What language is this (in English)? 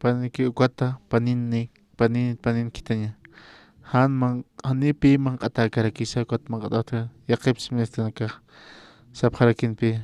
Aymara